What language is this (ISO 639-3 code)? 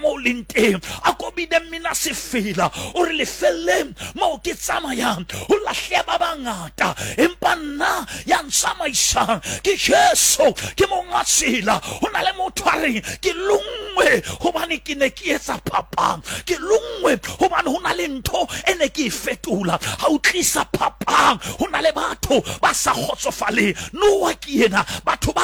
sot